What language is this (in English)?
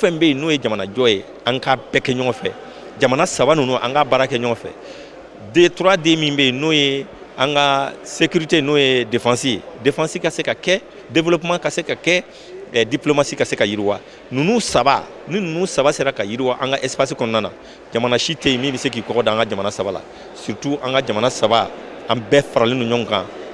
Bambara